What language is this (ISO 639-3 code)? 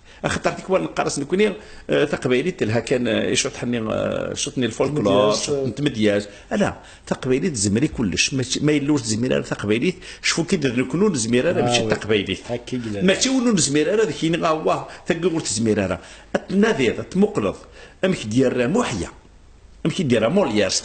kab